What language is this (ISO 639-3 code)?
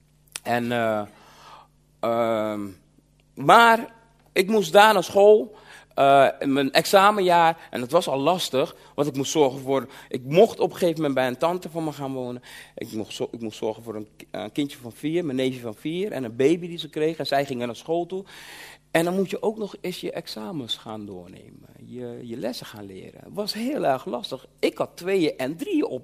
nld